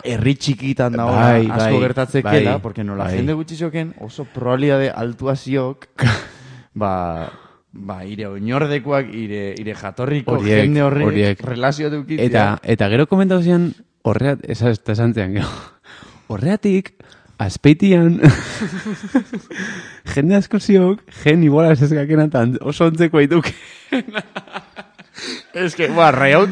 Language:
Basque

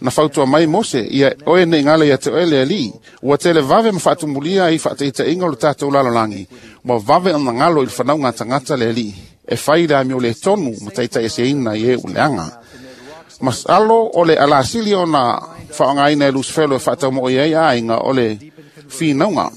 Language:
Samoan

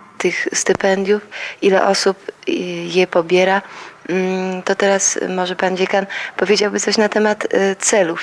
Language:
Polish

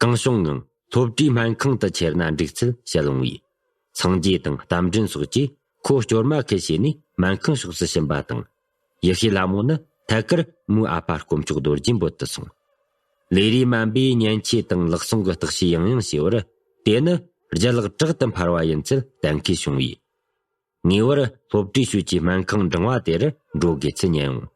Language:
Tibetan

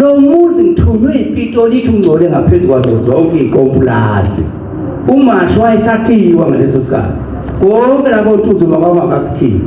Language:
Zulu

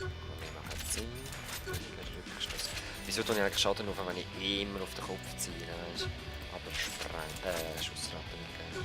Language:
Swiss German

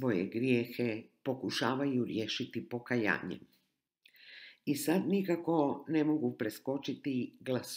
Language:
Croatian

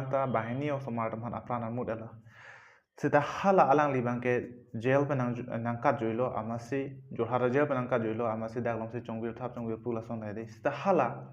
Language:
Karbi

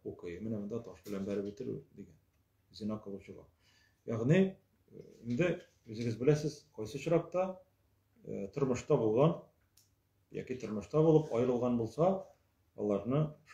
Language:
Tatar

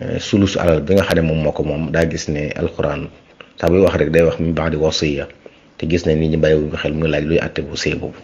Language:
Wolof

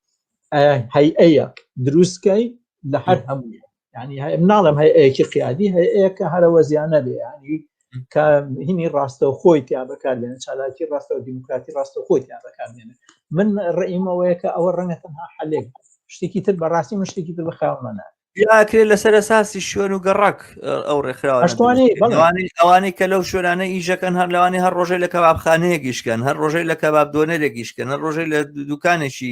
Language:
Central Kurdish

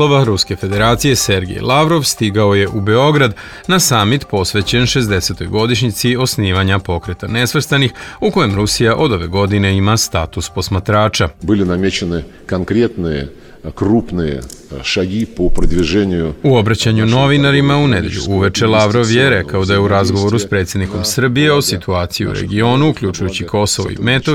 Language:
Serbian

